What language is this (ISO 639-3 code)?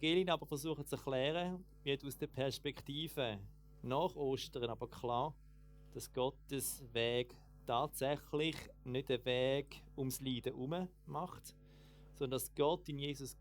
gsw